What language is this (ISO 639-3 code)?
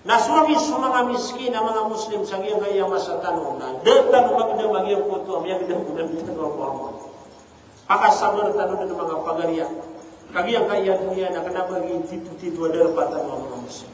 mrw